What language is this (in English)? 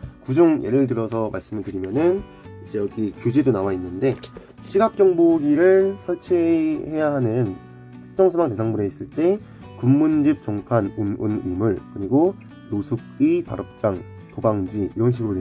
Korean